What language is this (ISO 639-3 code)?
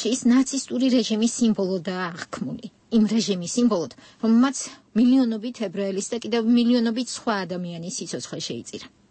kat